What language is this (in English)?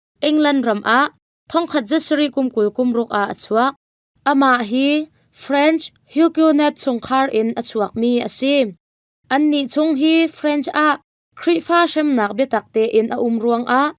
Hakha Chin